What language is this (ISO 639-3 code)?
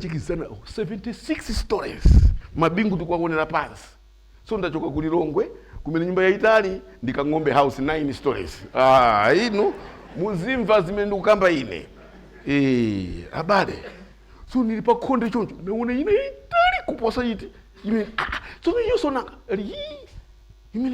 nya